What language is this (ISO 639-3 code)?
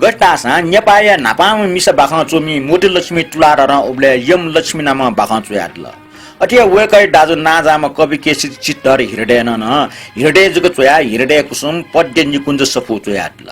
new